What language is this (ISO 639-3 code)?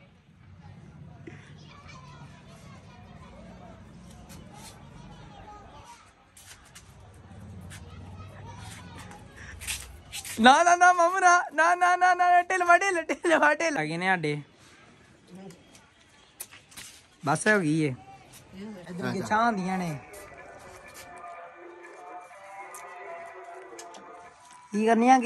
pan